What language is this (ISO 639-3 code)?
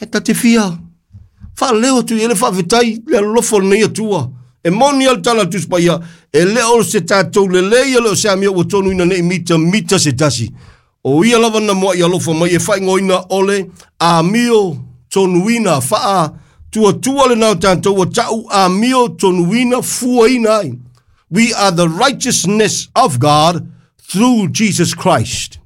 smo